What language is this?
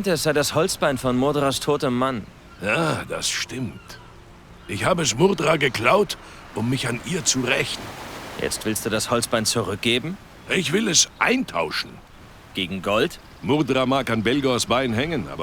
Bavarian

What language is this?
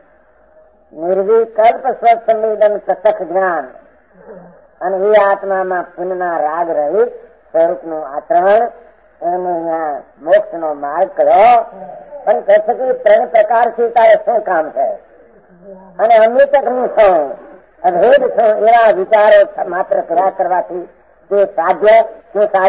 Gujarati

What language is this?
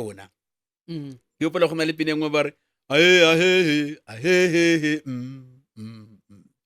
Northern Sotho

